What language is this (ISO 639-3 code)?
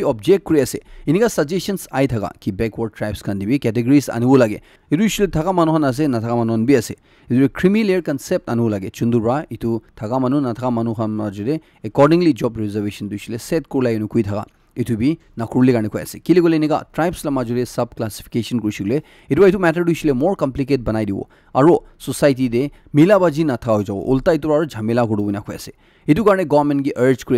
nag